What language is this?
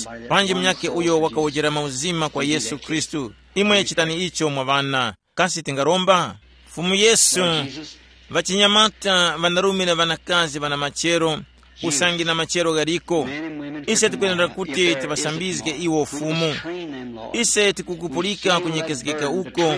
Tumbuka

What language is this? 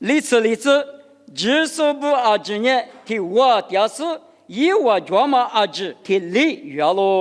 Lisu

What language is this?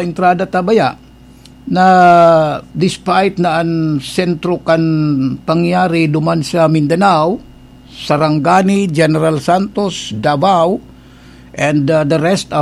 Bikol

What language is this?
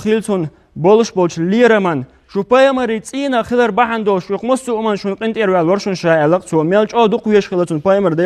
Chechen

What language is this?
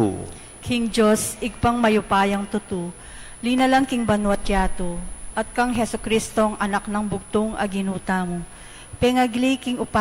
Pampanga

